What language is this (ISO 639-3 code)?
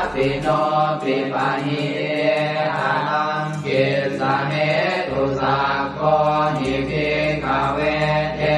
pli